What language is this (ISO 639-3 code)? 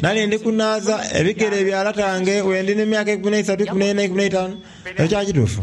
xog